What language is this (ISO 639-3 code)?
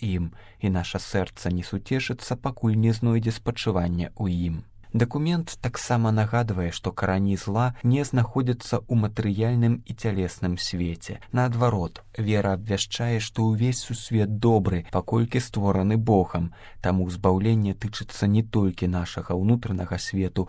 bel